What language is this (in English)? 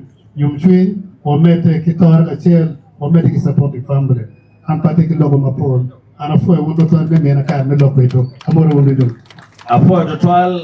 Acoli